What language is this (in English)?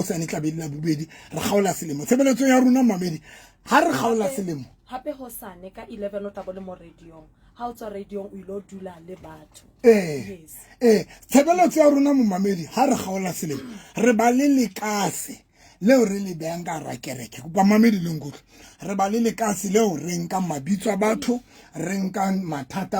Southern Sotho